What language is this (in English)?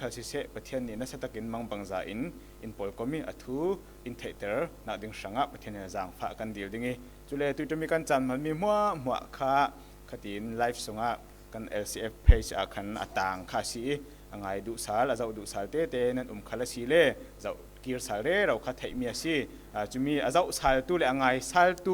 Falam Chin